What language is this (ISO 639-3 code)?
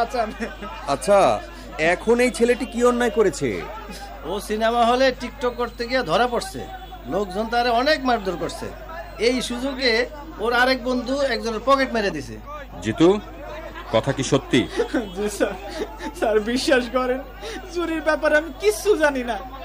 ben